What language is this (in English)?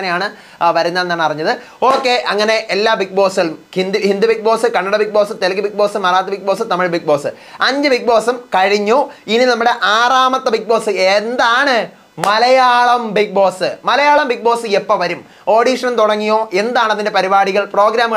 Malayalam